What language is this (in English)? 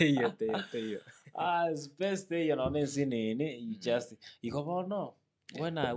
Gusii